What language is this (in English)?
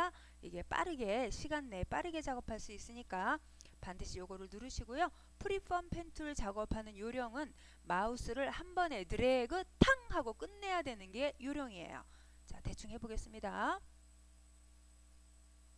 Korean